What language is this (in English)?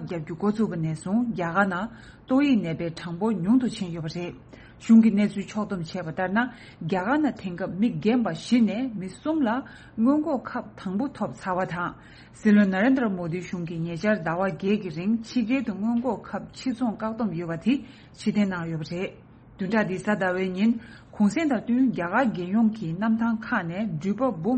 Tibetan